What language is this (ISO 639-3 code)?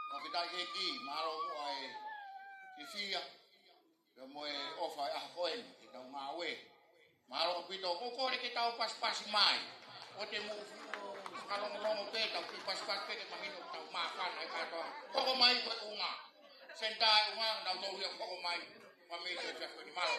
ton